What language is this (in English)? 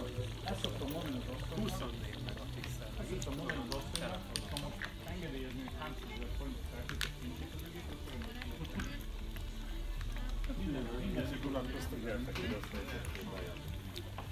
Hungarian